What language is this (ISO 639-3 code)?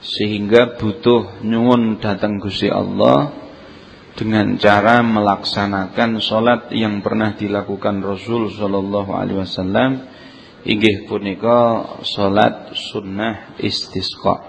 jav